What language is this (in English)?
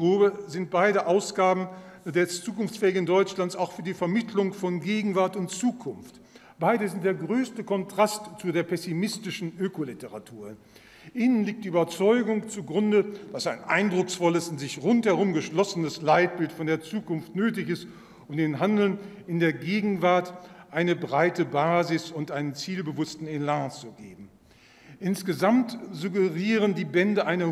German